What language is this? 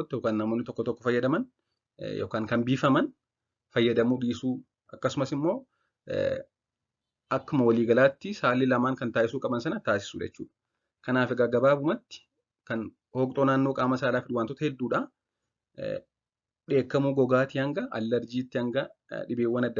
Oromo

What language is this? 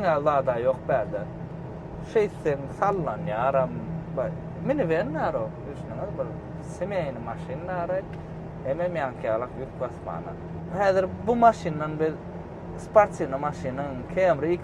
Turkmen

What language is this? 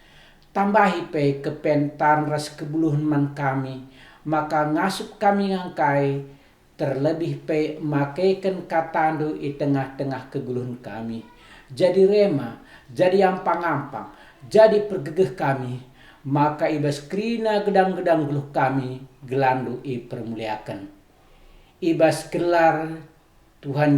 Batak Karo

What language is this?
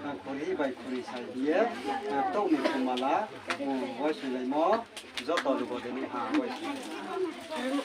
Riang (India)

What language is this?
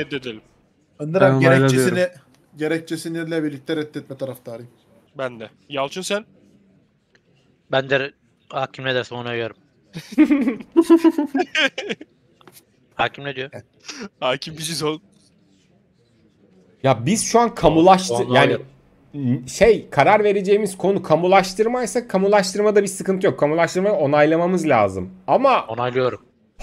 Turkish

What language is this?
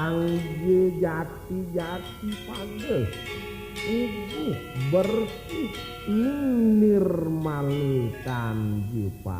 Balinese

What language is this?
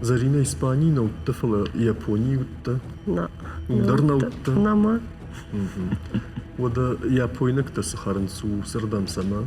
Ossetic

